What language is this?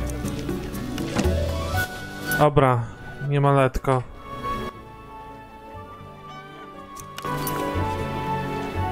Polish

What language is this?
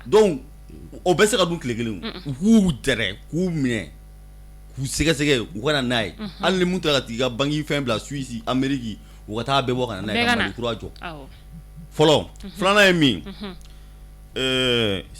Bambara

